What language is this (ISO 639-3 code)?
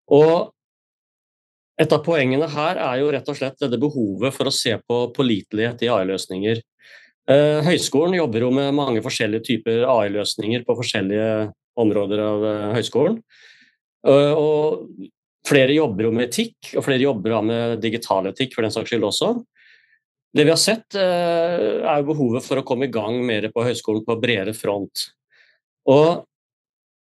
nor